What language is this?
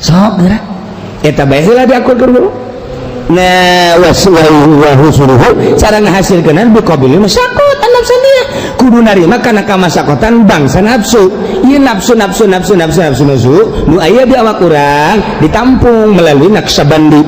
Sundanese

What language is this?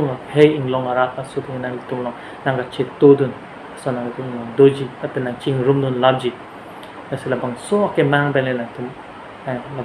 Karbi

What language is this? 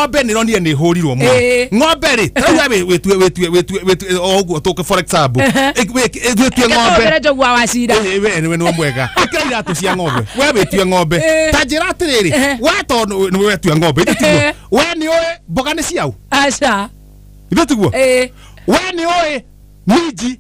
Kikuyu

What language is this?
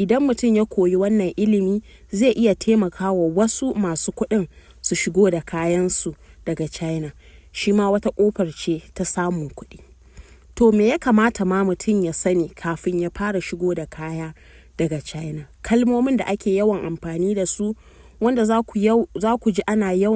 Hausa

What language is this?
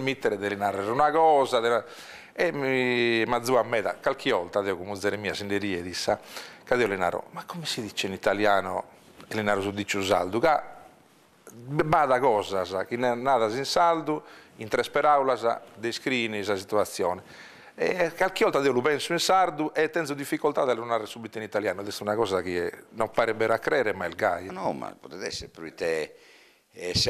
Sardinian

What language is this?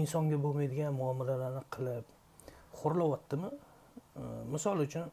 Uzbek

